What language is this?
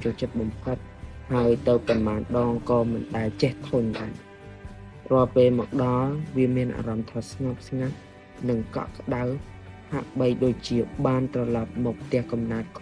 Khmer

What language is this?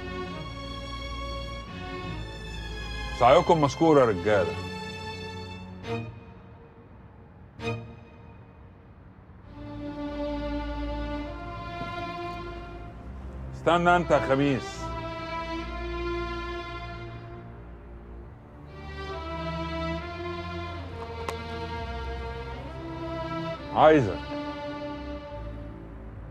Egyptian Arabic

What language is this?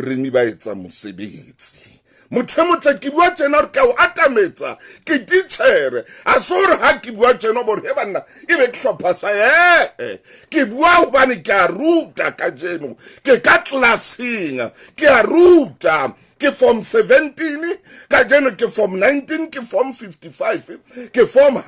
Southern Sotho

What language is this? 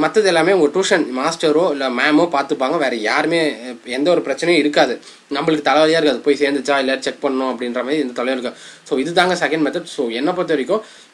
Tamil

